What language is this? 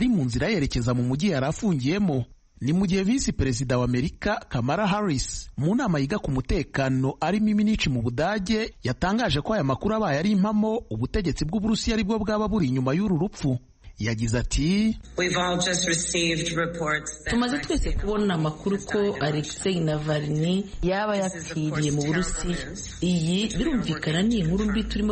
Kinyarwanda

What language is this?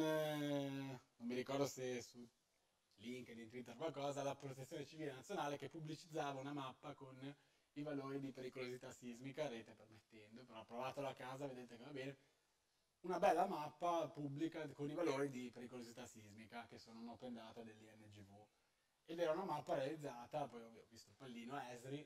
Italian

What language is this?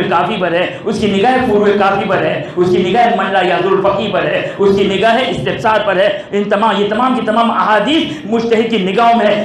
Urdu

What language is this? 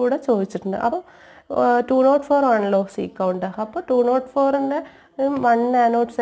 Malayalam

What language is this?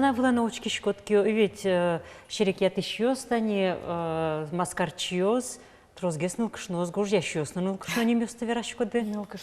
Udmurt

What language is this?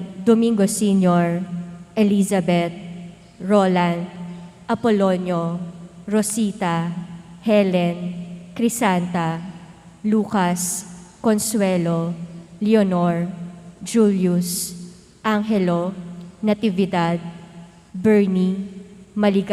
Pampanga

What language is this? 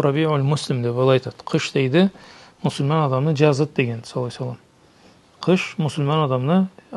Karachay-Balkar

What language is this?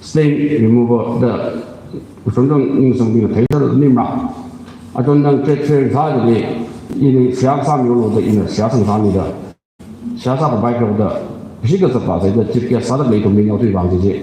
Tangkhul Naga (India)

